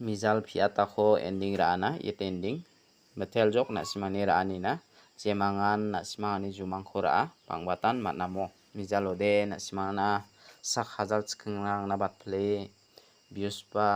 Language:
Garo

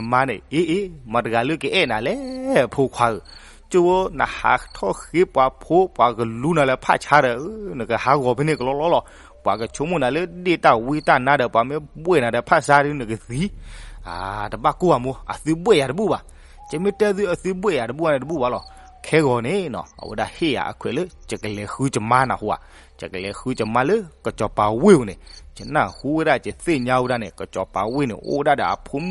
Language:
S'gaw Karen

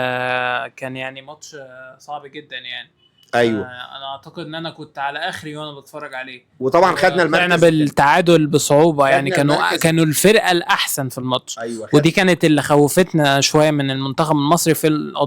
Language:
Egyptian Arabic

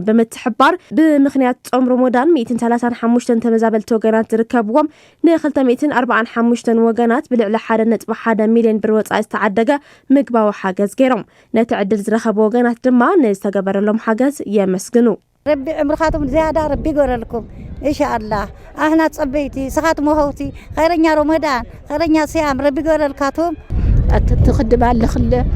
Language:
Tigrinya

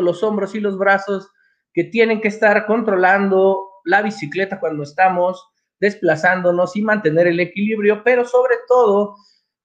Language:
Spanish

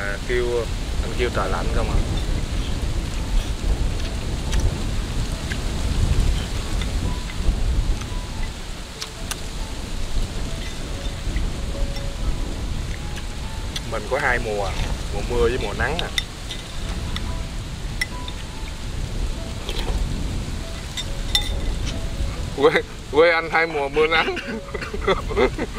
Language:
Vietnamese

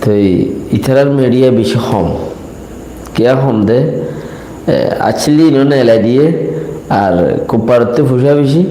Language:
Rohingya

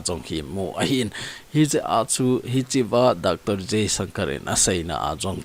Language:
Thado Chin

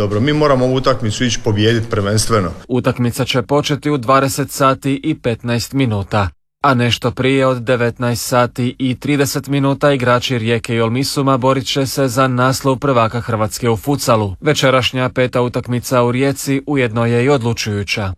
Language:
Croatian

